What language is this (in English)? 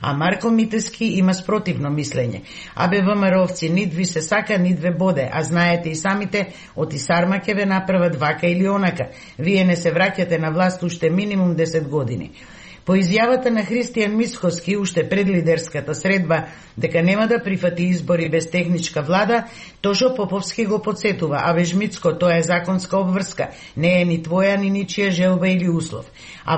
Macedonian